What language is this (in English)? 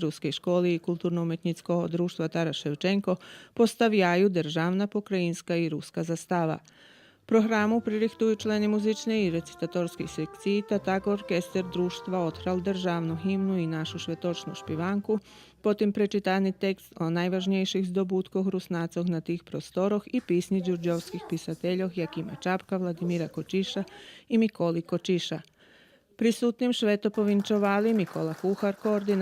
Rusyn